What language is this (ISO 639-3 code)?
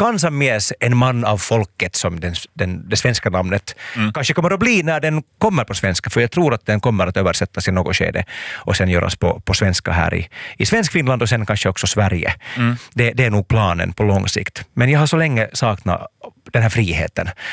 swe